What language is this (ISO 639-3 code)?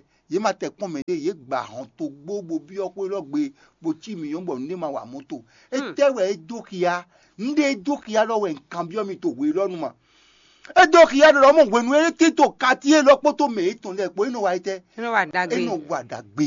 fon